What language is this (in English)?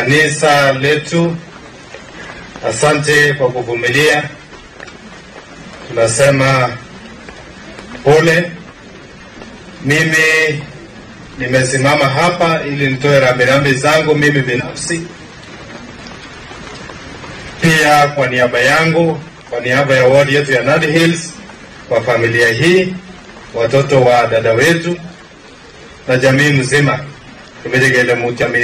Swahili